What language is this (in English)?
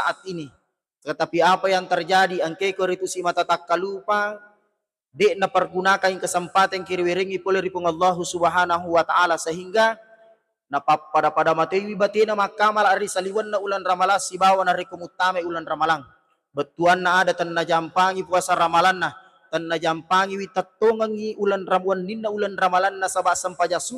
Buginese